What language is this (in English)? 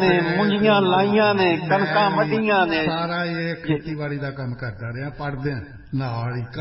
Punjabi